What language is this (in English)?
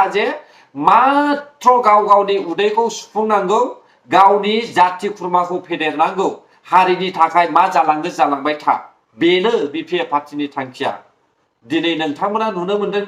Bodo